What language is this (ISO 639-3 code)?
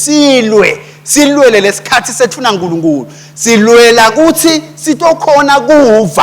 ssw